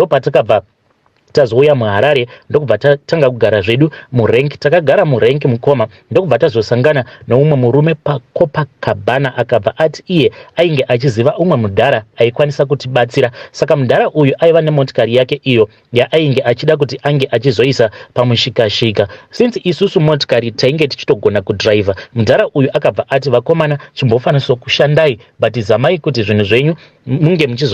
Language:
Shona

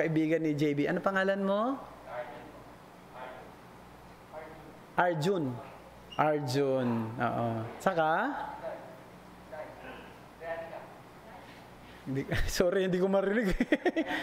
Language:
Filipino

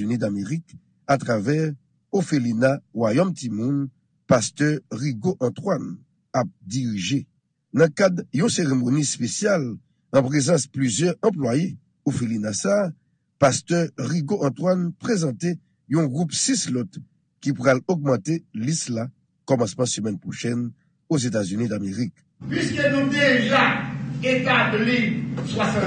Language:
Haitian Creole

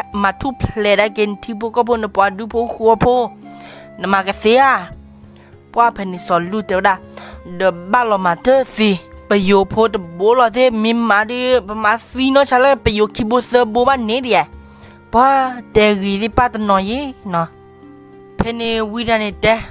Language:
S'gaw Karen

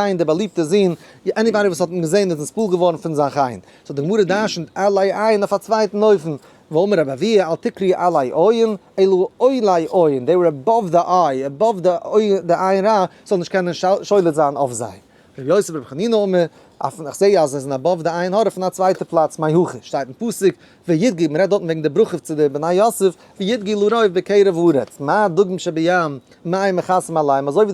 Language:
Yiddish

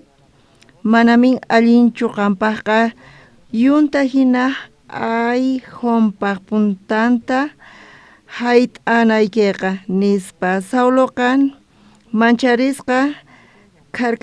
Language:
South Bolivian Quechua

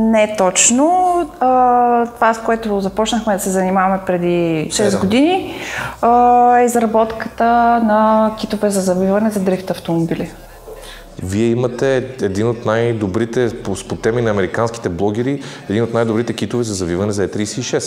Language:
Bulgarian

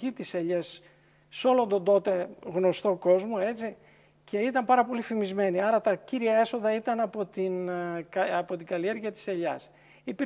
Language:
Greek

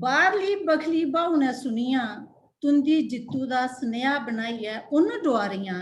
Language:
Dogri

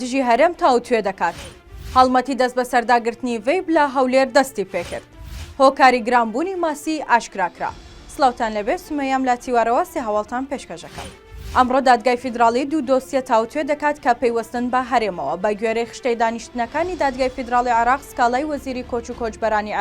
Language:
Central Kurdish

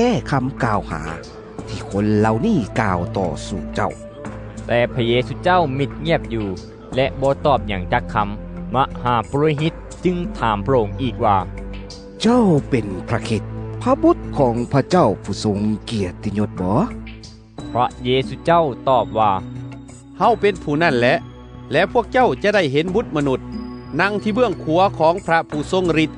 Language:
Lao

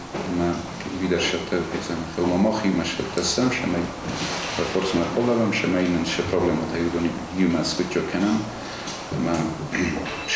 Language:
Ossetic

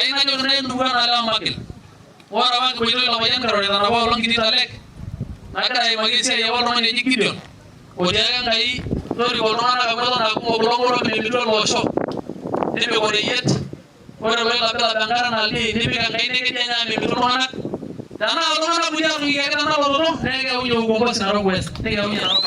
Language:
Masai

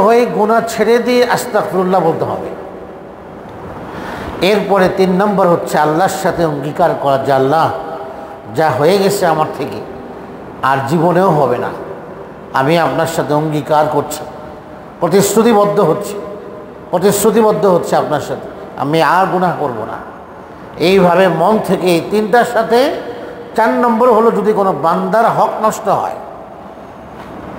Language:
Bangla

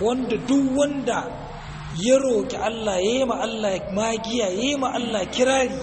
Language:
Hausa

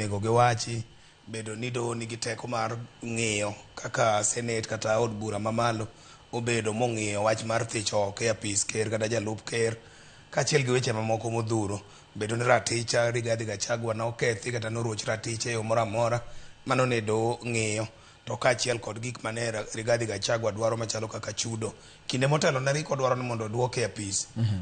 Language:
Luo (Kenya and Tanzania)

